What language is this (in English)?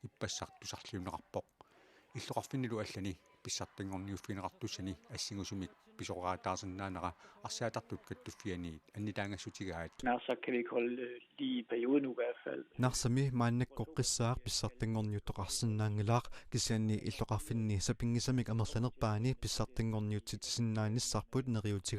Kalaallisut